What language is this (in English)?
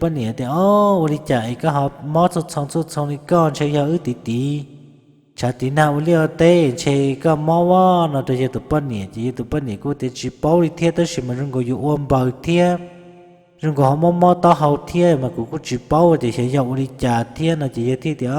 Hmong